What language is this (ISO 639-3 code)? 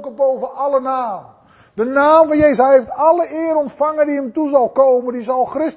nld